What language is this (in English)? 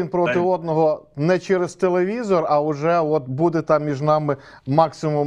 Ukrainian